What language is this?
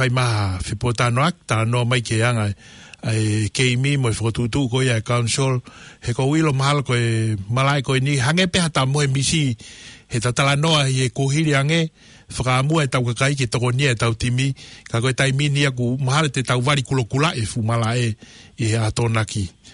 Tongan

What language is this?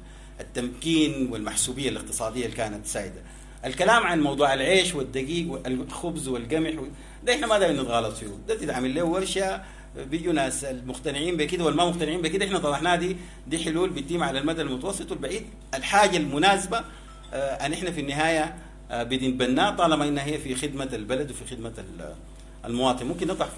Sudanese Arabic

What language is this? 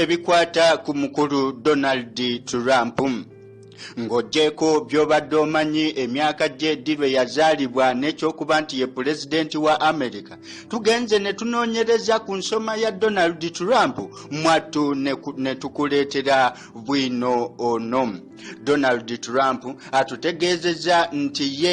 Ganda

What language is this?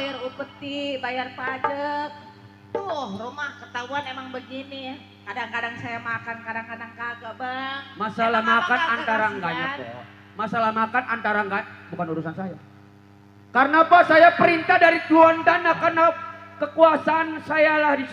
Betawi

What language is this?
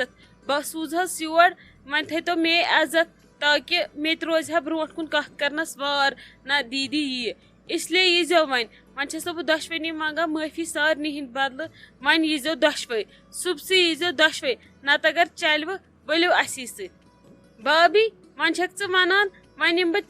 Kashmiri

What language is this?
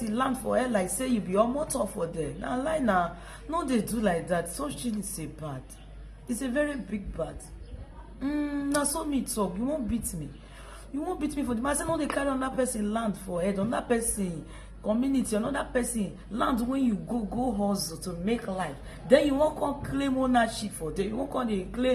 Nigerian Pidgin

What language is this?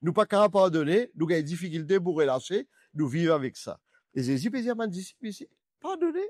Morisyen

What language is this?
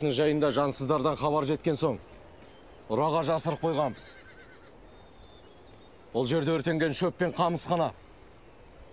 Kazakh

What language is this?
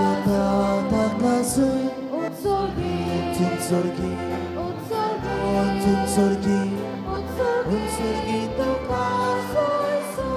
Konkani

